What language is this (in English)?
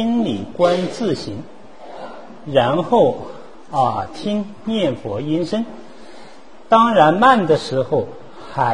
Chinese